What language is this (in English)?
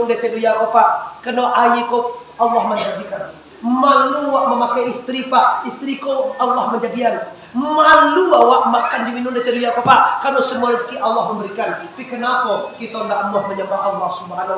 Minangkabau